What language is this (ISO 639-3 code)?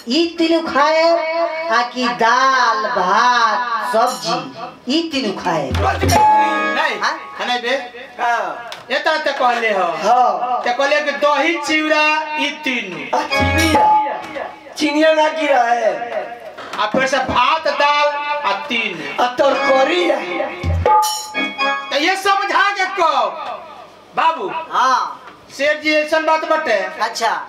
bho